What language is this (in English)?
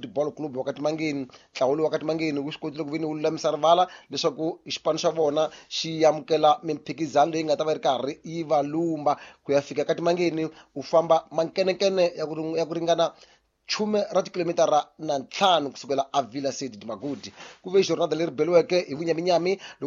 Tsonga